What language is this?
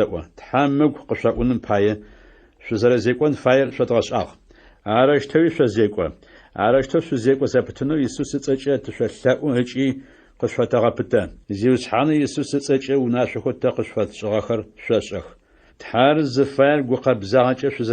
Adyghe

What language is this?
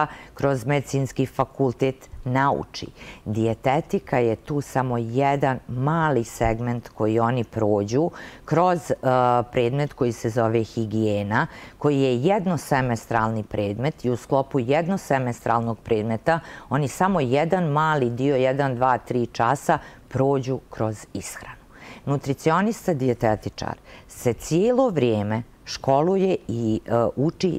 Bosnian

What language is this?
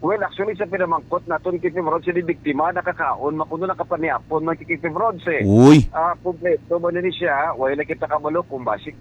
Hiligaynon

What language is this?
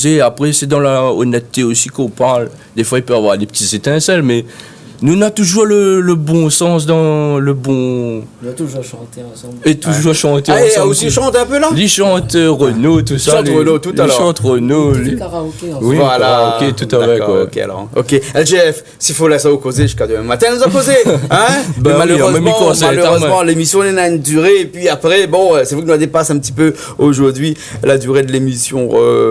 Réunion Creole French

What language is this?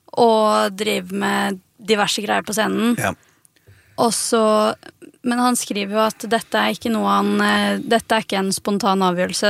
Norwegian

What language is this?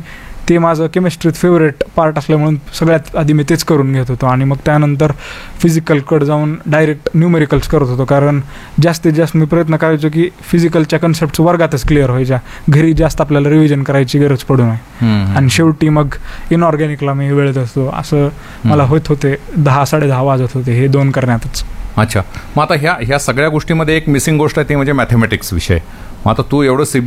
Marathi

